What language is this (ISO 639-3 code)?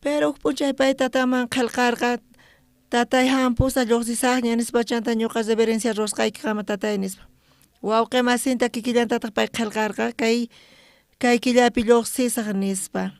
quh